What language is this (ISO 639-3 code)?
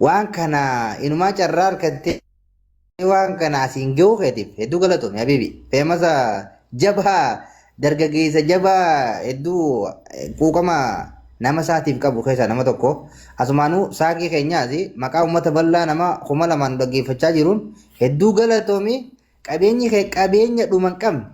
orm